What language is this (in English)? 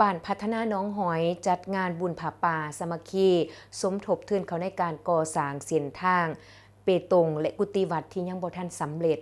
Lao